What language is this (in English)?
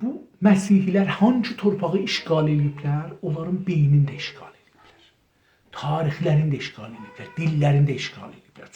South Azerbaijani